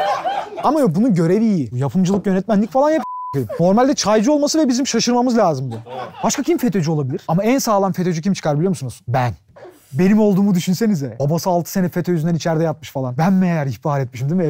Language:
Turkish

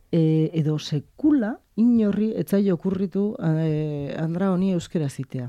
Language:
Basque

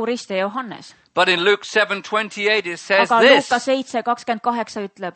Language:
Estonian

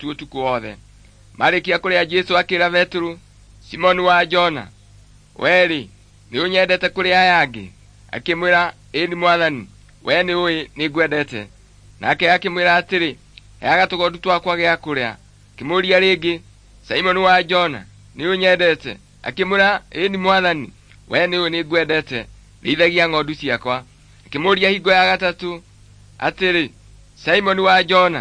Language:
Kikuyu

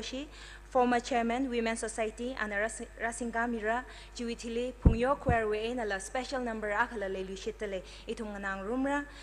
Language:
Tangkhul Naga (India)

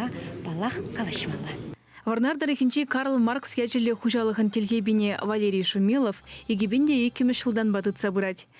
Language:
Chuvash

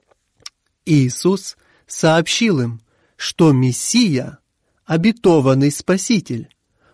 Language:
Russian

